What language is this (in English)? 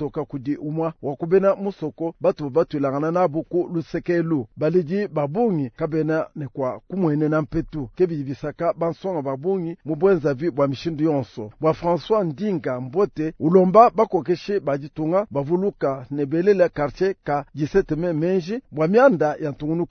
Luba-Lulua